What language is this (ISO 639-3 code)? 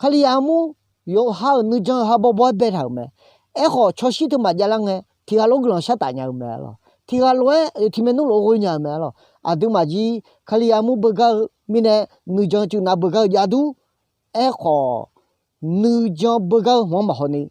ahk